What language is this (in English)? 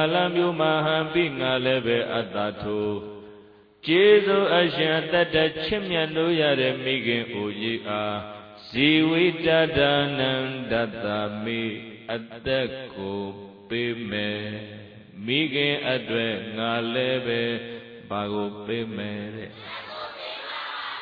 Burmese